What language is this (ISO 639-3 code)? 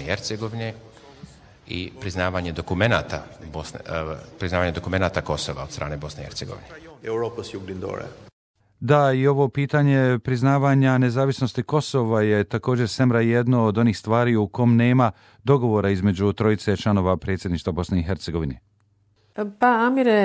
bos